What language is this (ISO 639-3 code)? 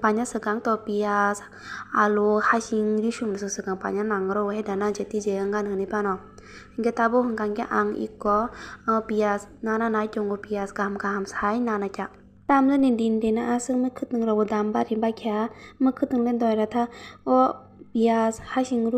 trp